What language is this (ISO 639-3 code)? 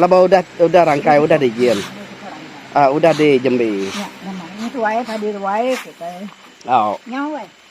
iba